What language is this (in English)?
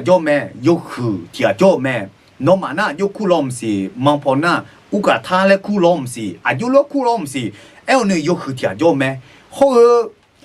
Akha